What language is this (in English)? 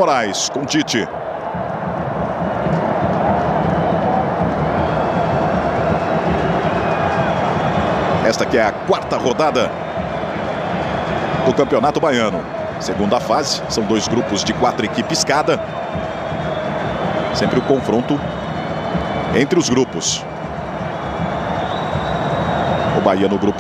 Portuguese